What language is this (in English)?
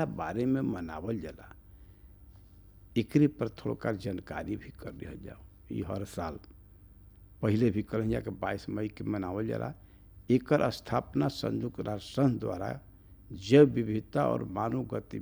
Bhojpuri